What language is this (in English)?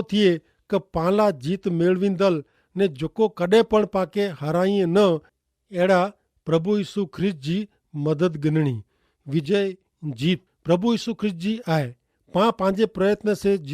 Kachhi